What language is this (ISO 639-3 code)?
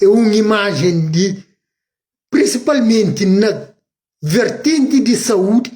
kea